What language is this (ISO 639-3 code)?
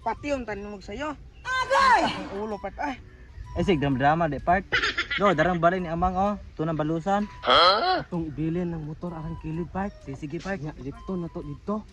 ceb